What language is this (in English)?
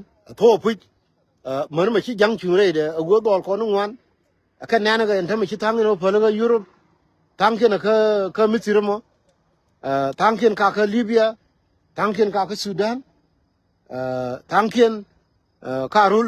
Nuer